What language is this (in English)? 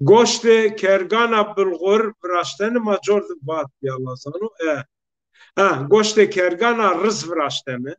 Zaza